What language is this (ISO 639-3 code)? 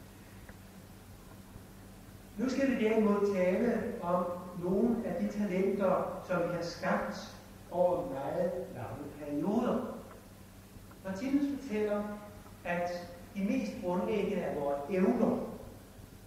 dan